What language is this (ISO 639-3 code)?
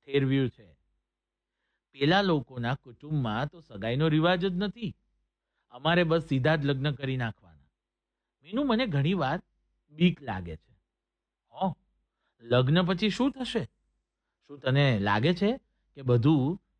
guj